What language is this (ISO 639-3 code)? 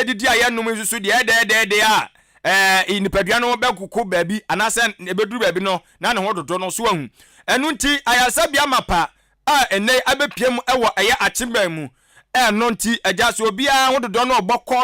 aka